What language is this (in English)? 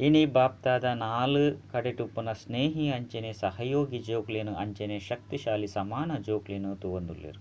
Tulu